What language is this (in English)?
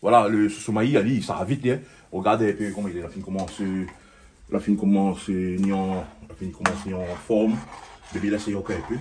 Réunion Creole French